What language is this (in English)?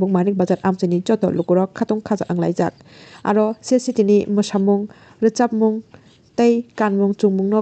Kok Borok